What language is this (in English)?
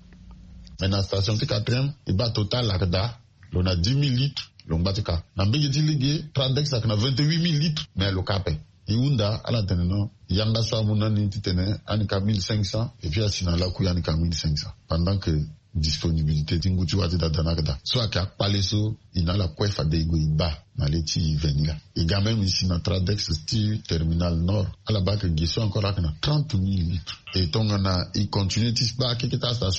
Sango